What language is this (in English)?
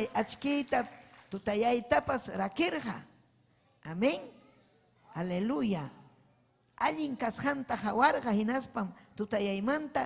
Ayacucho Quechua